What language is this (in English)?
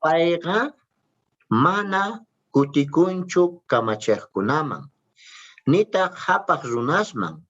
South Bolivian Quechua